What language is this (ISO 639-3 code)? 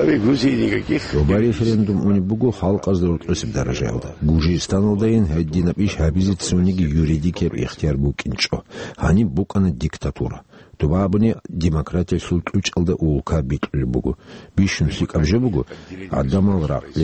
ava